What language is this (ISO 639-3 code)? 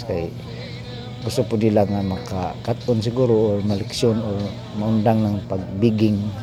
ceb